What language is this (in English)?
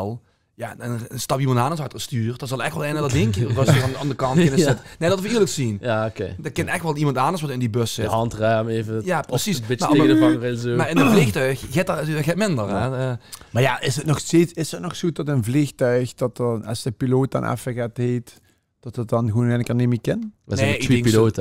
Limburgish